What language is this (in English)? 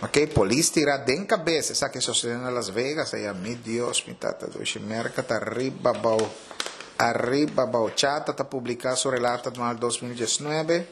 Papiamento